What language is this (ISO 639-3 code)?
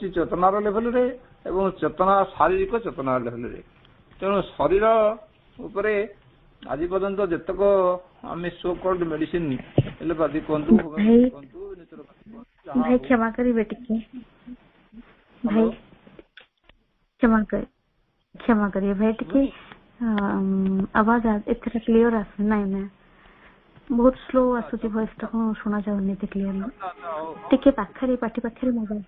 ori